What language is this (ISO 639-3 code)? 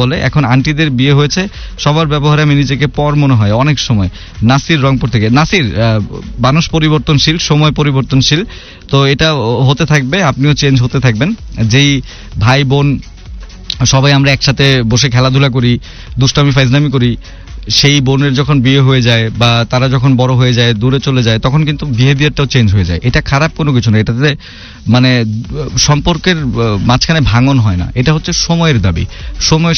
ben